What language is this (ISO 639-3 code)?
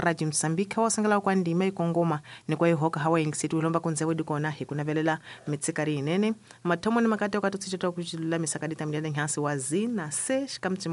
tso